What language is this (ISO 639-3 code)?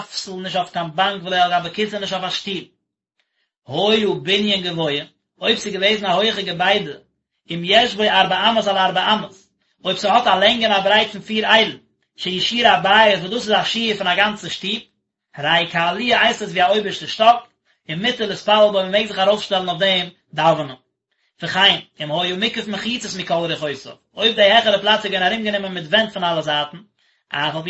yid